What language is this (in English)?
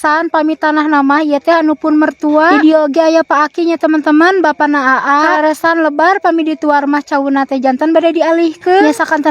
Sundanese